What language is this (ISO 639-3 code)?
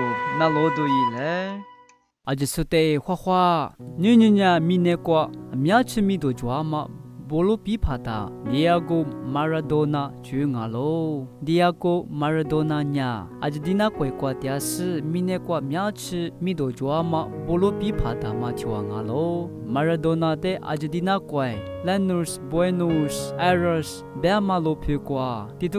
lis